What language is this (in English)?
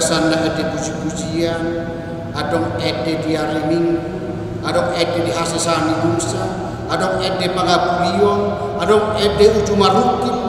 Batak Toba